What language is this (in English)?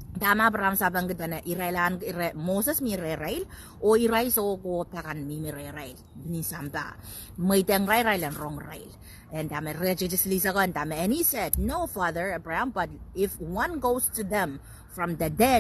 Pohnpeian